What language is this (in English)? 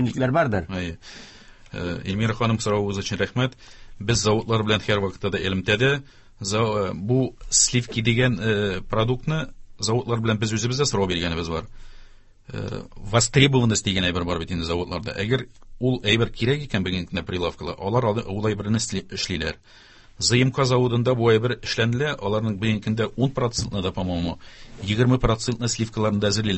Tatar